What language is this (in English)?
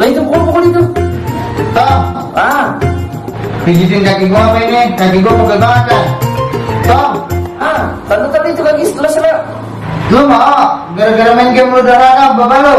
Betawi